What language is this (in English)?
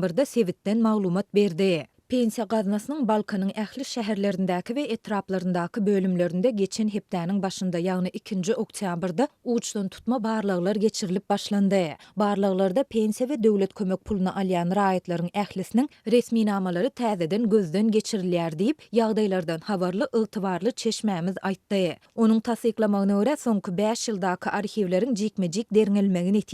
Turkmen